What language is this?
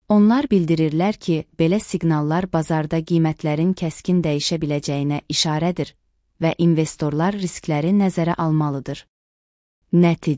Azerbaijani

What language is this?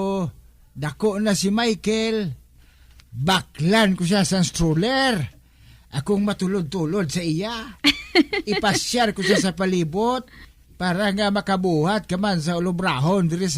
Hiligaynon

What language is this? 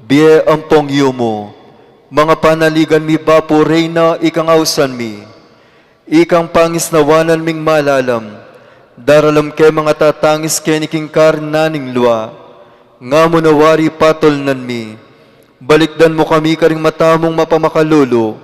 Pampanga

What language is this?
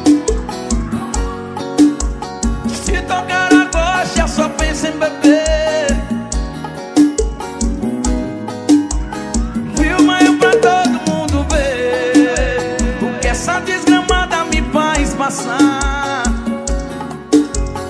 Portuguese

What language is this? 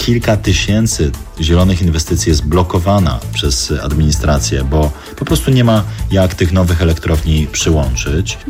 Polish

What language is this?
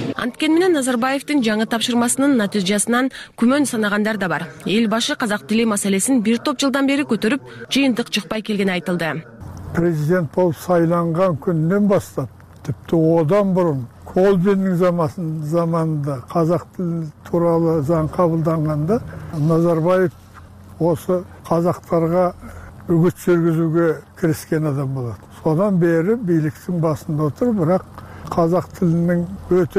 Kyrgyz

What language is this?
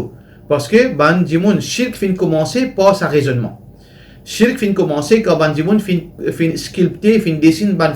Morisyen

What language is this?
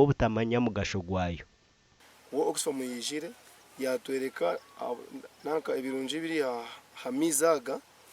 Nyankole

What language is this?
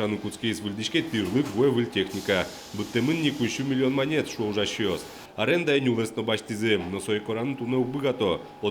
Udmurt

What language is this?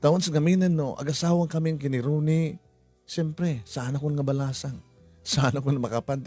Iloko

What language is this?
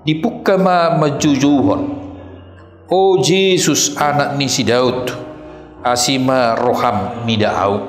Batak Toba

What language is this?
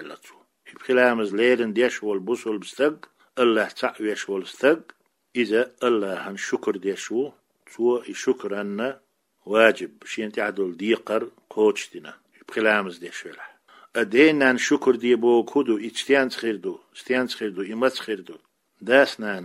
Chechen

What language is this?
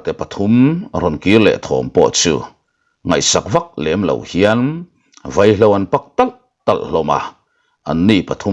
Mizo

